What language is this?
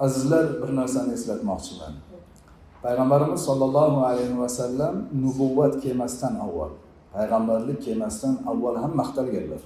Uzbek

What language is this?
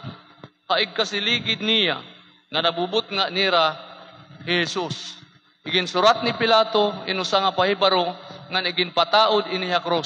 Waray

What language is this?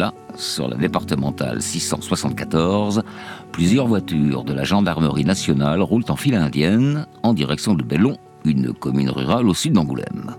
French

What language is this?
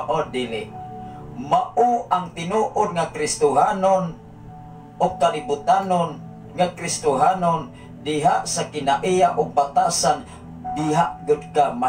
Cebuano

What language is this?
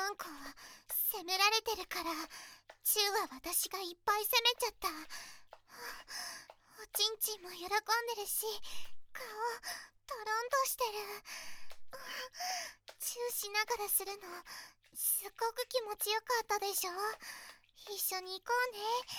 Japanese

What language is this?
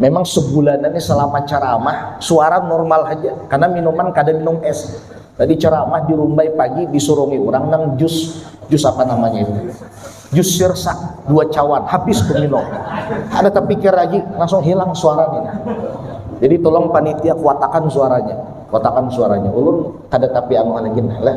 Banjar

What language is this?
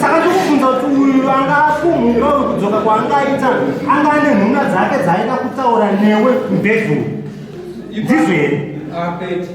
Shona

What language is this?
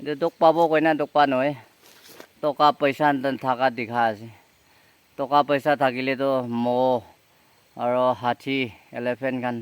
Naga Pidgin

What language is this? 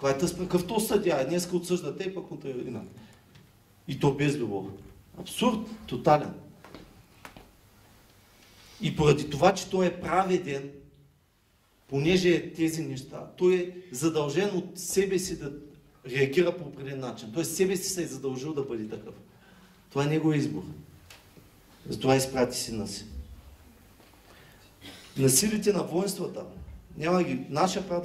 Bulgarian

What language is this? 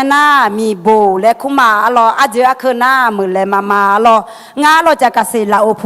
Akha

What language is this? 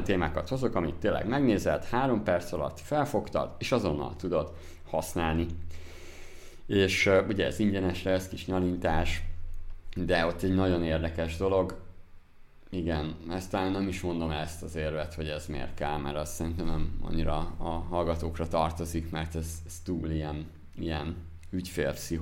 Hungarian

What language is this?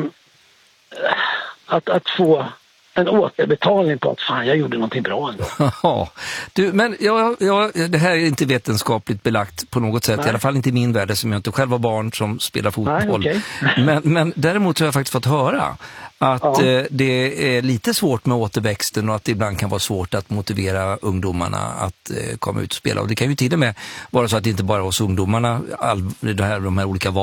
Swedish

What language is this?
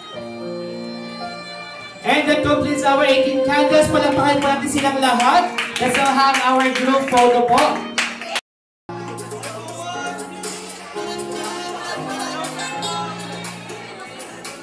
Filipino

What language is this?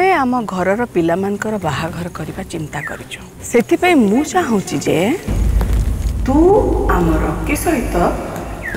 Odia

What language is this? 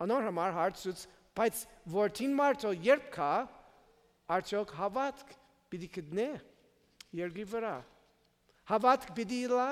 Western Armenian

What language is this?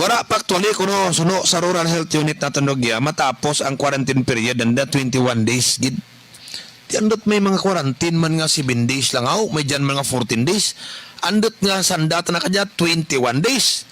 Kinaray-a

